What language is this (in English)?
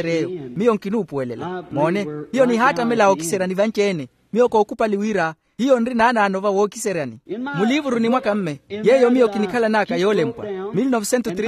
Makhuwa